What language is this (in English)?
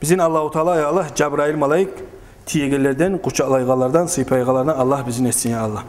Kumyk